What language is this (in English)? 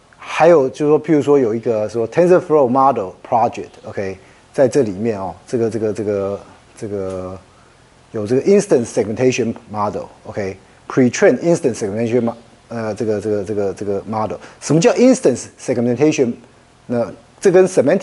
Chinese